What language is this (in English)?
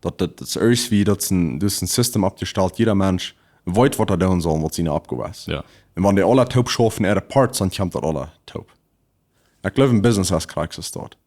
Plautdietsch